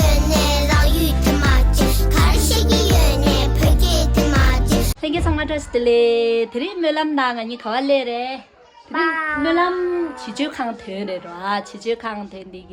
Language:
Tibetan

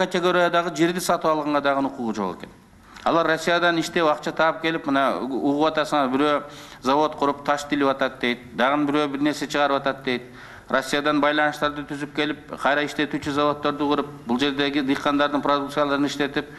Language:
Kyrgyz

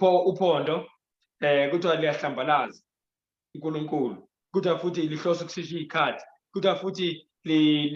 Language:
Zulu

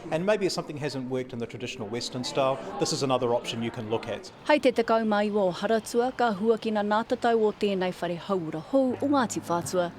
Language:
Māori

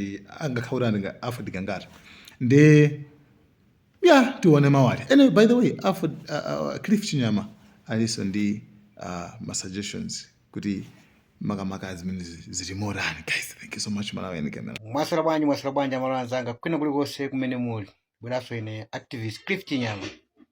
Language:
Nyanja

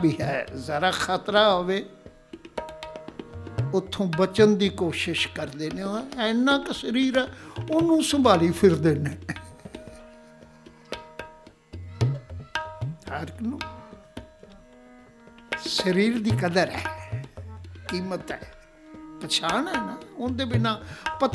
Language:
Punjabi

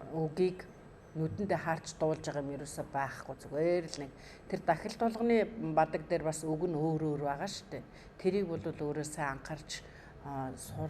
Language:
Mongolian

